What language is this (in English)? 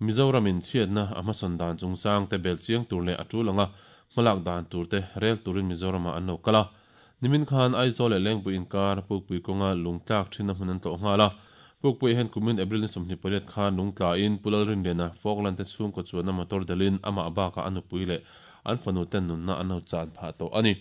Mizo